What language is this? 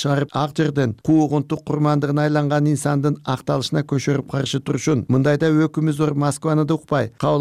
Kyrgyz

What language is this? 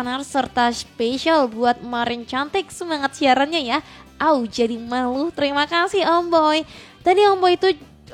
Indonesian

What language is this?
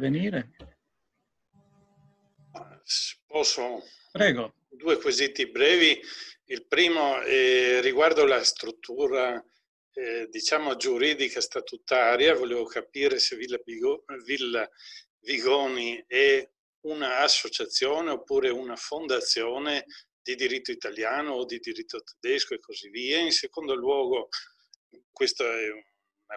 Italian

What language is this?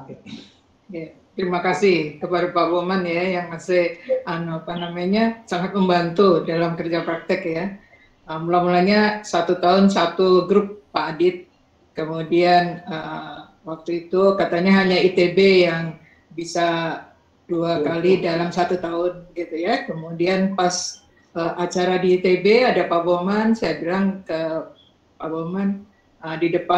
Indonesian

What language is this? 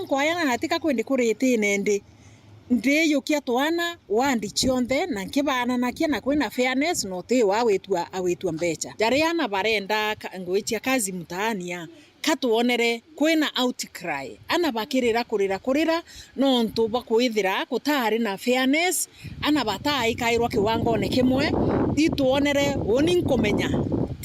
Meru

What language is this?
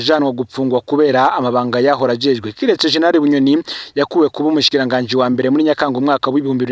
Rundi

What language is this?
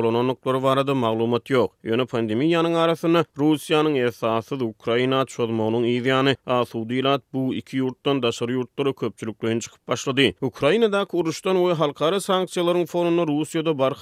Turkmen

